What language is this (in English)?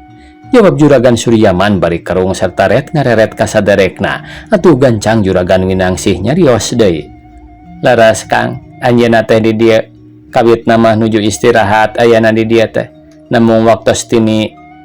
Sundanese